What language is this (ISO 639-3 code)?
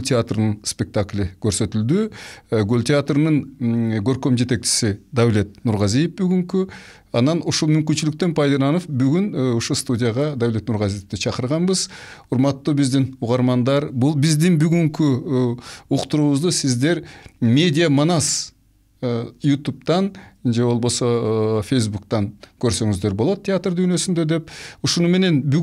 kir